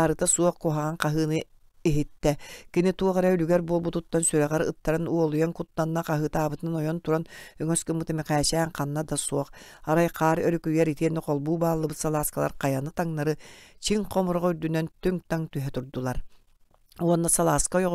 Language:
Yakut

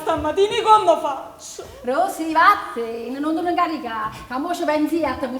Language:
Neapolitan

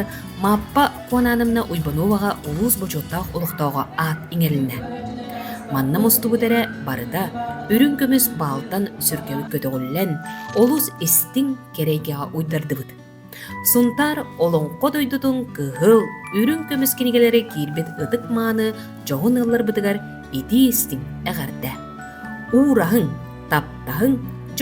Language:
Yakut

